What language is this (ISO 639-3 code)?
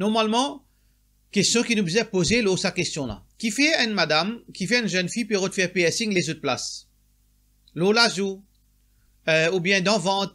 mfe